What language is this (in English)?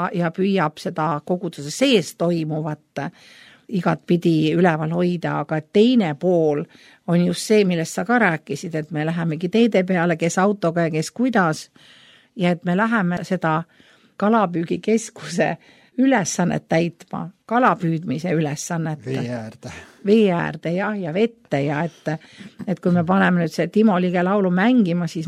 Estonian